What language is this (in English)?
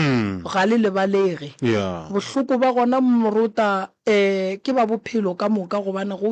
Northern Sotho